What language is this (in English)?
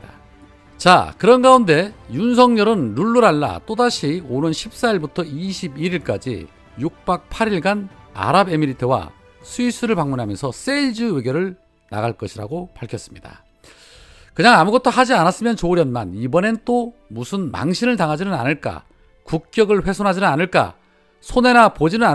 Korean